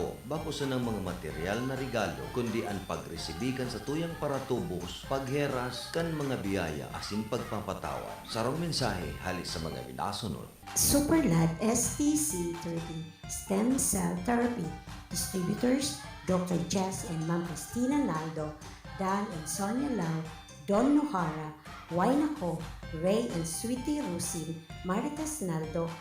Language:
Bikol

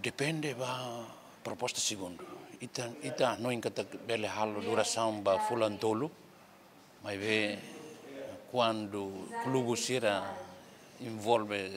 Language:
Tetum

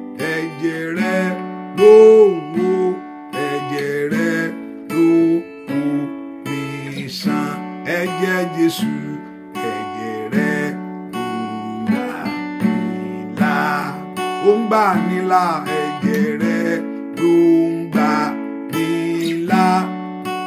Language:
Yoruba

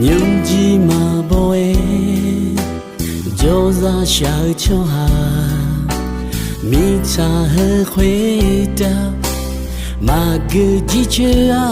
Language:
Akha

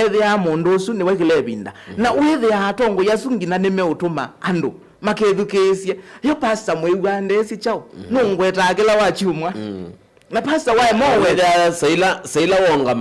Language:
Kamba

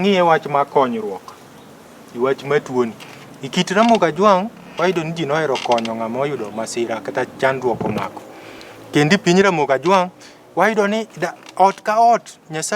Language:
Luo (Kenya and Tanzania)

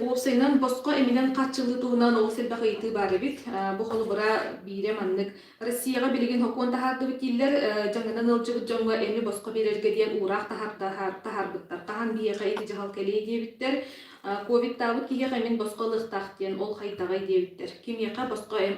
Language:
Yakut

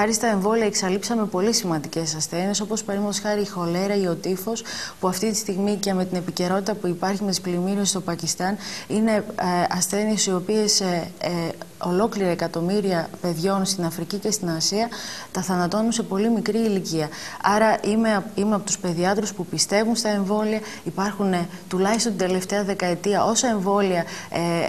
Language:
Greek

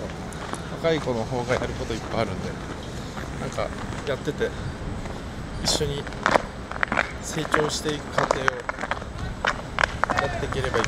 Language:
Japanese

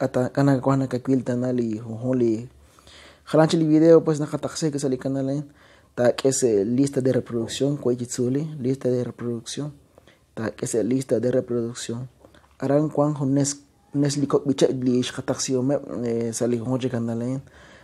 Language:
Kekchí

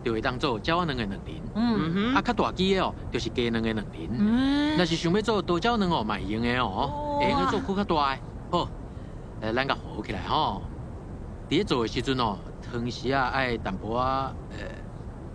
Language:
Min Nan Chinese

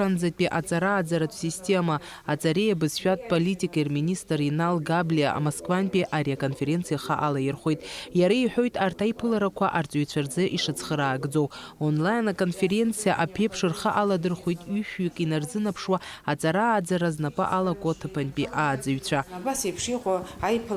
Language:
Abkhazian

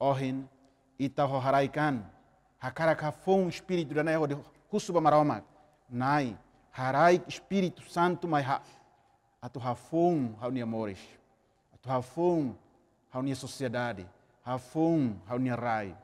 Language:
Tetum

